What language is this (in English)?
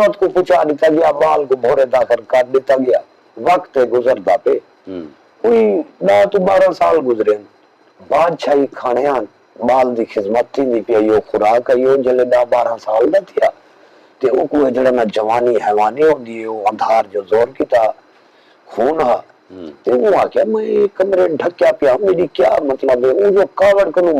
Saraiki